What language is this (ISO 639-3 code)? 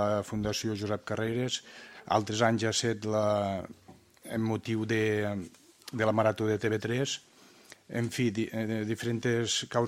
cat